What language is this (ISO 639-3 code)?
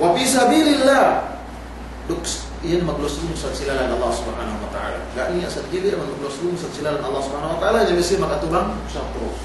yka